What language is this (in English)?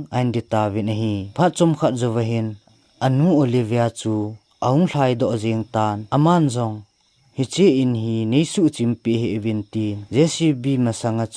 Thado Chin